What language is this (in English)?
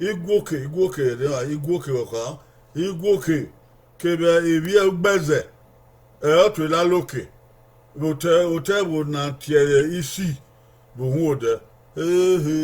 Bini